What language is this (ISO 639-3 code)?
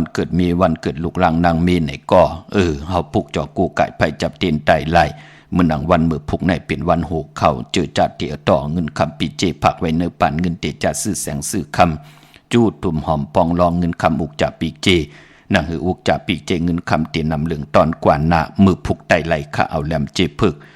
shn